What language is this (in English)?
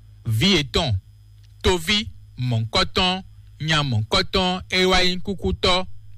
Fon